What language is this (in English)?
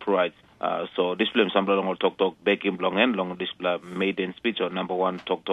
Tok Pisin